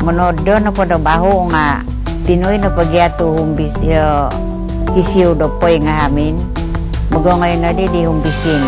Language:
Central Dusun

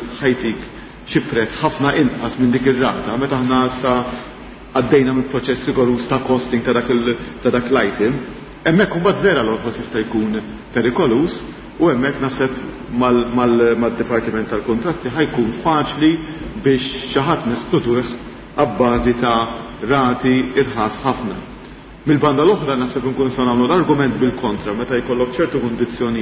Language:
Maltese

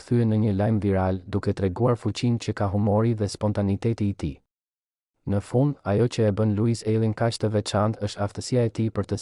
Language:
Albanian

